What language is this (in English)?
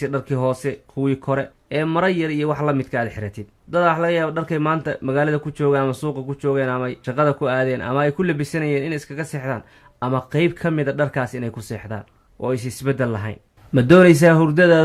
Somali